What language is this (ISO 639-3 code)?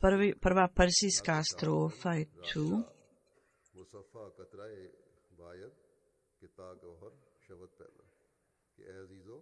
bos